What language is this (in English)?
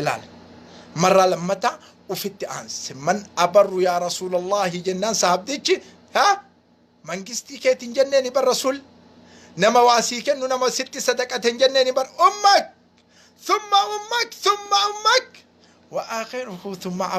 Oromo